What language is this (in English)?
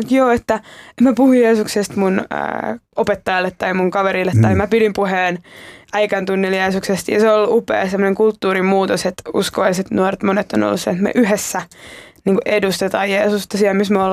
Finnish